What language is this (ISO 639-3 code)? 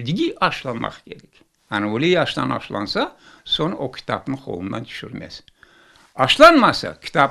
crh